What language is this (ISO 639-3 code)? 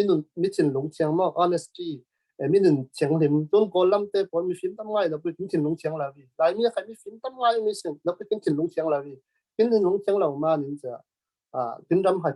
cfm